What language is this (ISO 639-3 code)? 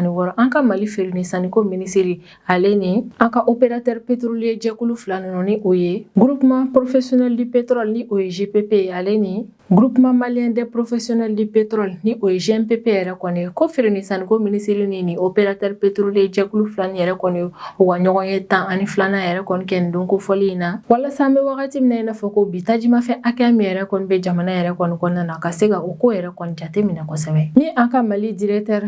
bam